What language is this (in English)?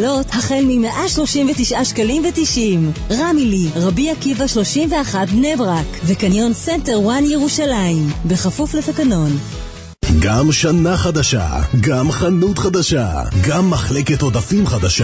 Hebrew